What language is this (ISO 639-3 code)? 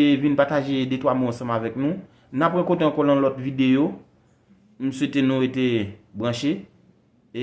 hat